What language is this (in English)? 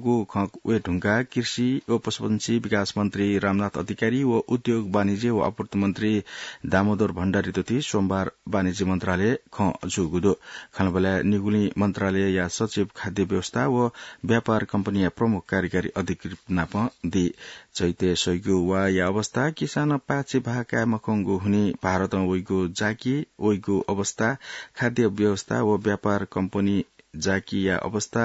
Newari